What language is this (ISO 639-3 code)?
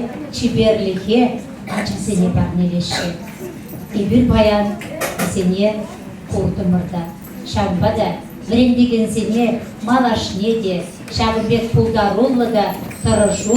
chv